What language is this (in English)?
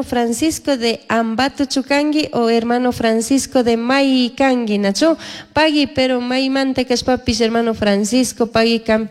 Chimborazo Highland Quichua